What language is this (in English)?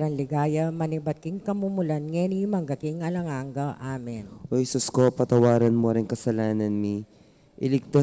Pampanga